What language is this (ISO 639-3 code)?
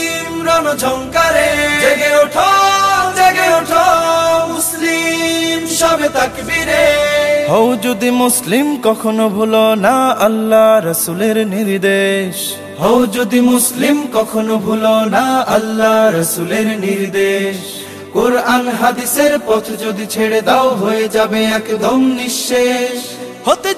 ben